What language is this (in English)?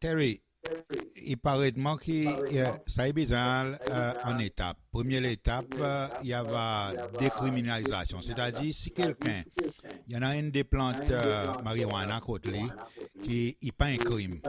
Seselwa Creole French